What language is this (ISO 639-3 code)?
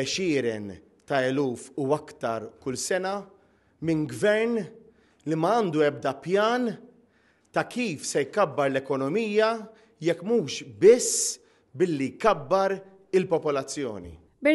mlt